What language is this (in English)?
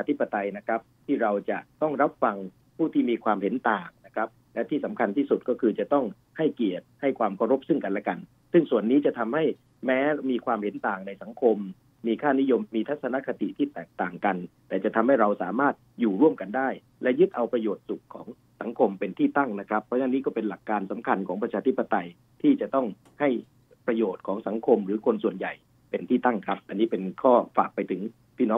Thai